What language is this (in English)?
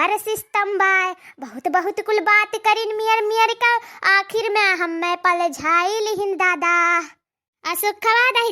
Awadhi